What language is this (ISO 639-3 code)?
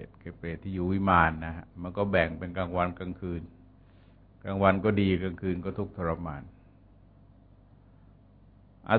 tha